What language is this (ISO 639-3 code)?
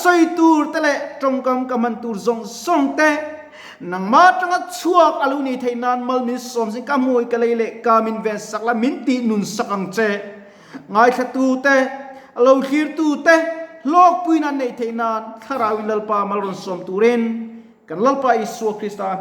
lus